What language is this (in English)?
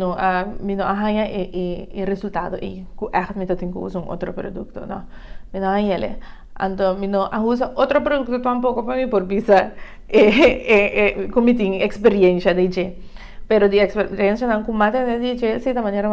Papiamento